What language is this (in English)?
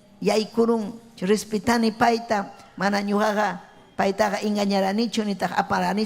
Ayacucho Quechua